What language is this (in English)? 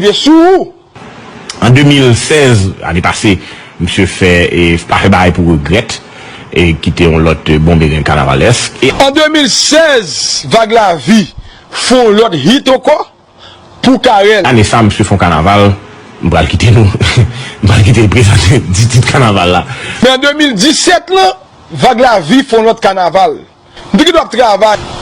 Haitian Creole